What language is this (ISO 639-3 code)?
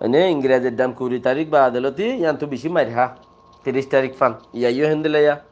rhg